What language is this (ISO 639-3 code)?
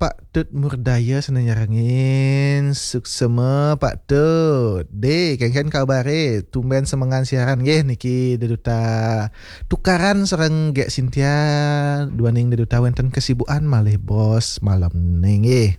ban